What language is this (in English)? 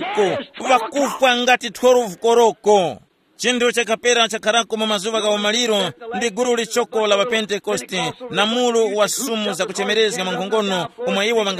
Tumbuka